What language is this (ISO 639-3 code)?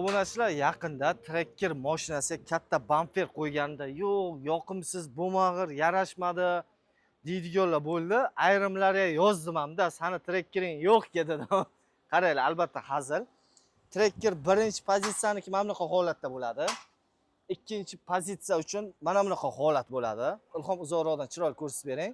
uzb